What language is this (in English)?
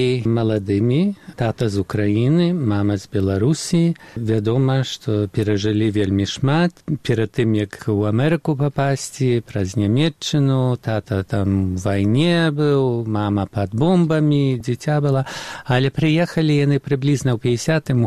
Belarusian